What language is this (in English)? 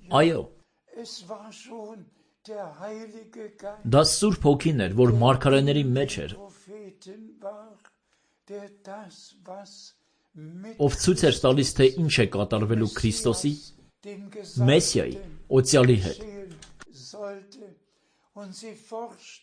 Armenian